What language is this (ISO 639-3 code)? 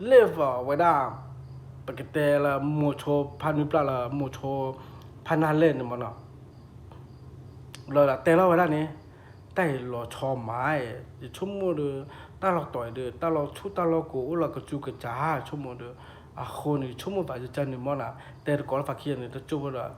ksw